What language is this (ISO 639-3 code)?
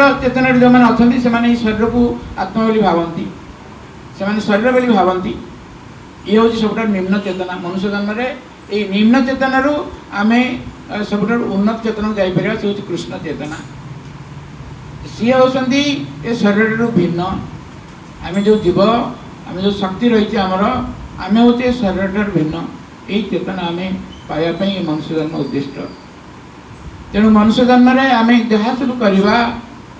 ori